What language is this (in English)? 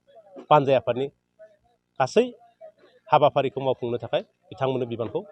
Bodo